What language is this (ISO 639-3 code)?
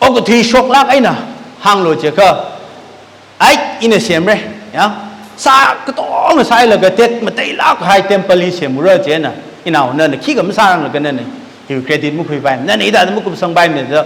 nmf